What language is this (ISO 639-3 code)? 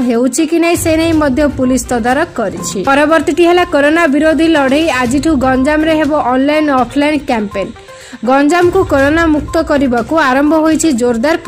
ori